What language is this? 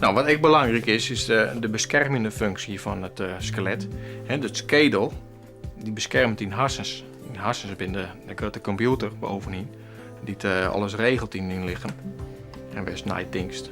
Western Frisian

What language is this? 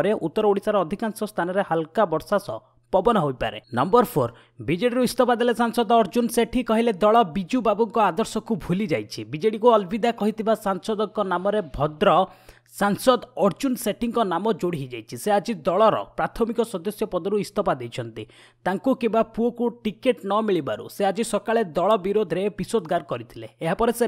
Odia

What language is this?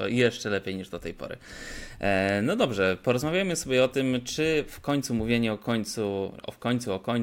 Polish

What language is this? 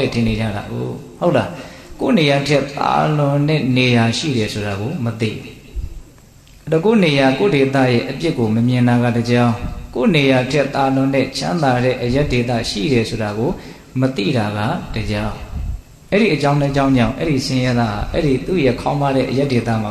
Burmese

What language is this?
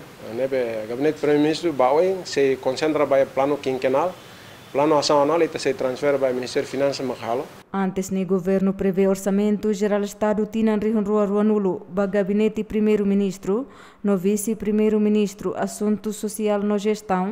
Tetum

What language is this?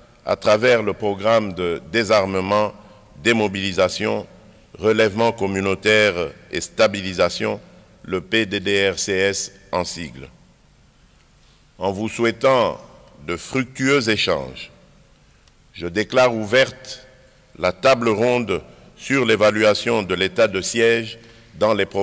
French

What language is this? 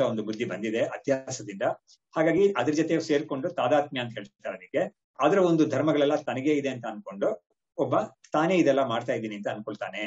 Kannada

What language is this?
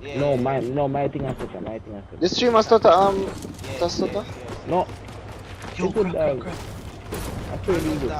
Jamaican Creole English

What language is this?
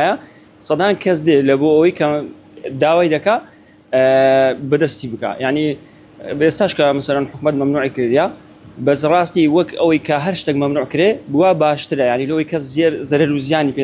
Central Kurdish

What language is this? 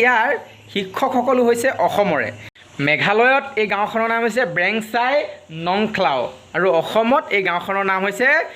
Assamese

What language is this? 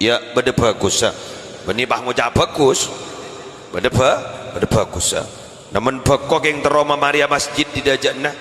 Madurese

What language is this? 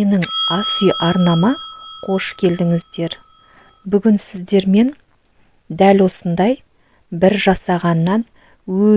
Kazakh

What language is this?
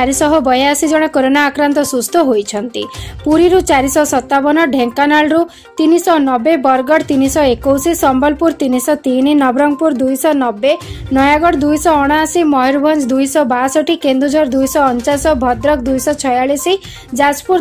Odia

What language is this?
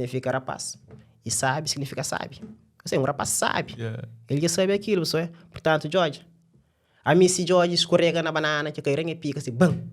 Kabuverdianu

